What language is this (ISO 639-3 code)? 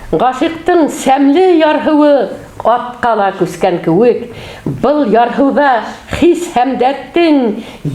bak